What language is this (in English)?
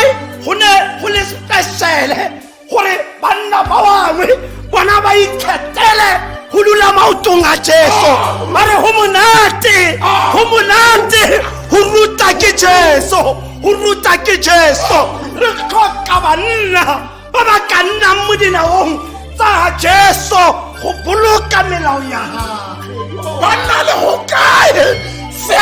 Tswana